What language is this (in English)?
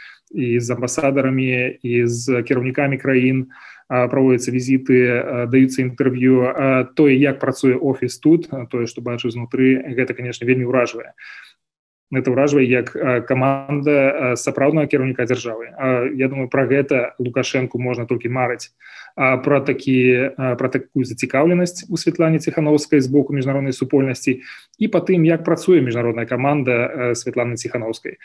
Belarusian